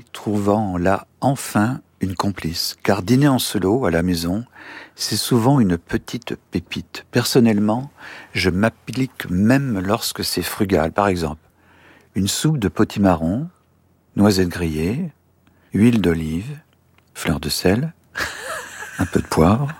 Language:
French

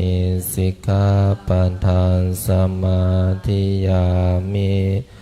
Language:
Pali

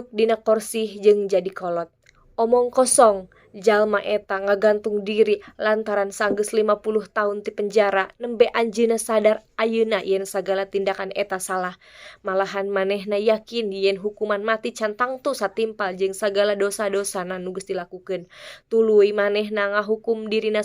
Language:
Sundanese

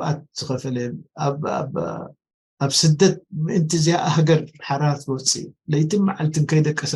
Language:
Tigrinya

